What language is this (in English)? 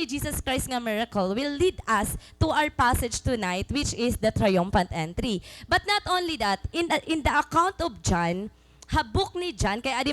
Waray